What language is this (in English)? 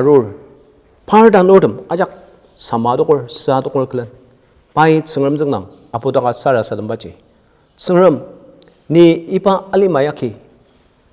Ao Naga